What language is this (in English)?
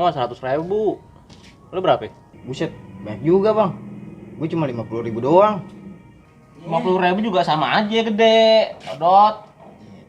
Betawi